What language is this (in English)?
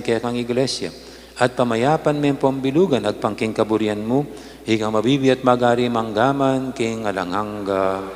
Pampanga